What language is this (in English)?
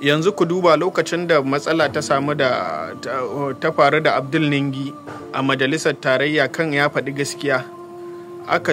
Hausa